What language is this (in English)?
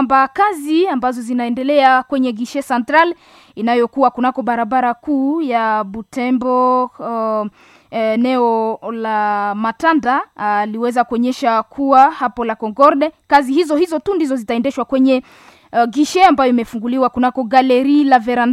Swahili